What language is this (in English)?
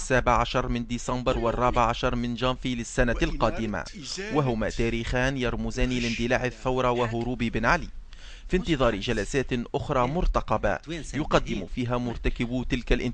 Tunisian Arabic